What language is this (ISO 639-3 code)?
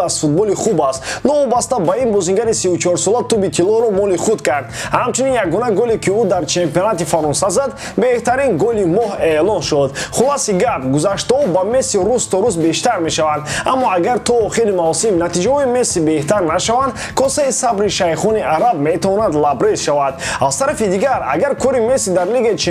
tgk